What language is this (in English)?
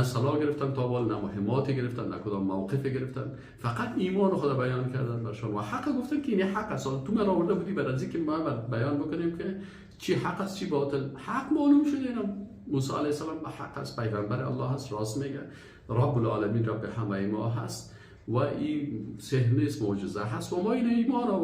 Persian